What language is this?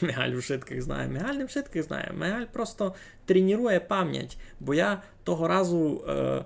Rusyn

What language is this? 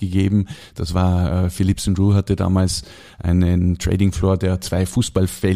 German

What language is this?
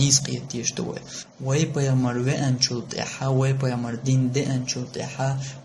Chechen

